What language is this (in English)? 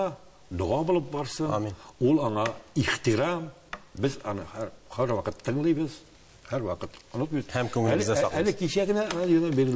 Tatar